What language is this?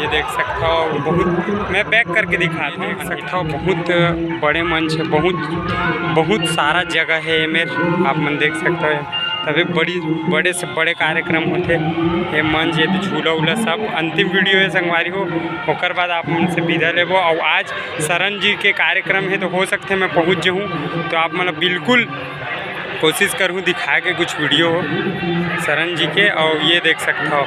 Chhattisgarhi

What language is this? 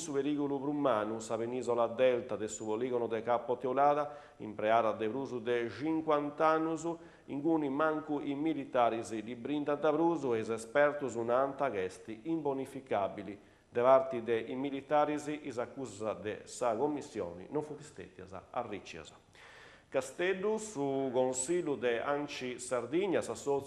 Sardinian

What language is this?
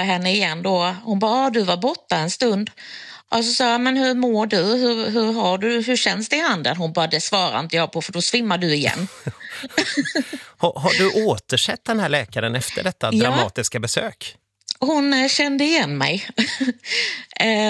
Swedish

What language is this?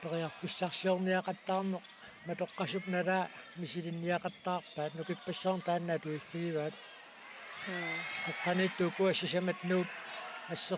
Kalaallisut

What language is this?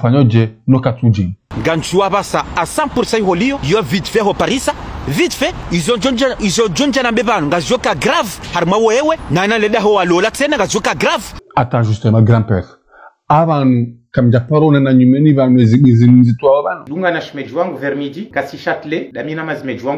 Ngazidja Comorian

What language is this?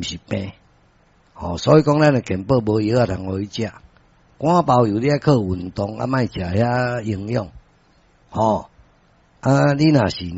Min Nan Chinese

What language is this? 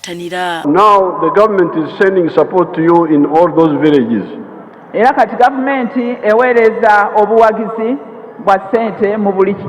Ganda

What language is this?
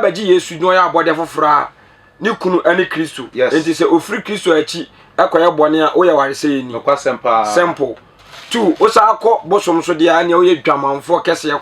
Akan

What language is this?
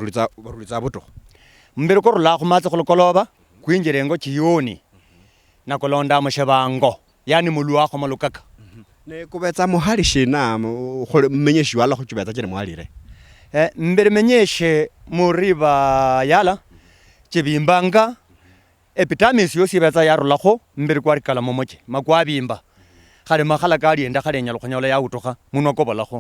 Luyia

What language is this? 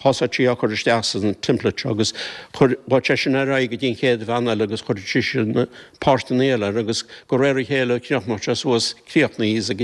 Irish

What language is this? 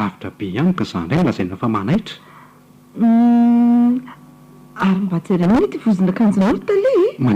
Malagasy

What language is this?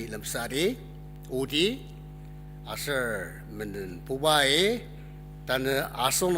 Ao Naga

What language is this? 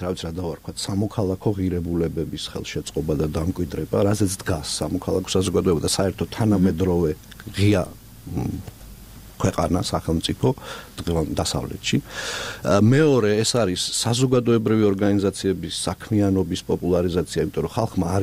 Georgian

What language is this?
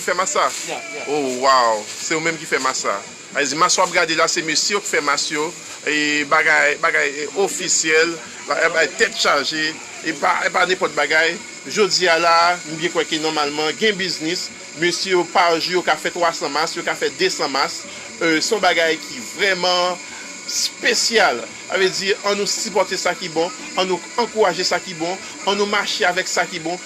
Haitian Creole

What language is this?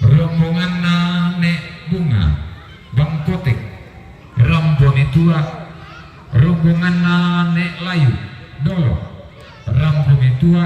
Toraja-Sa'dan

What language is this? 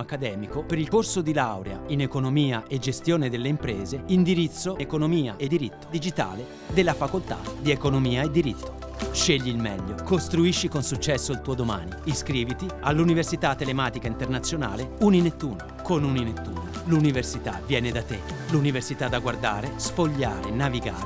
Italian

